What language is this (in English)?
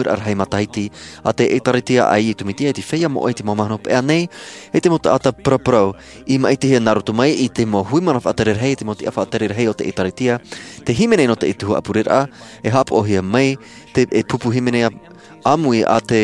Tahitian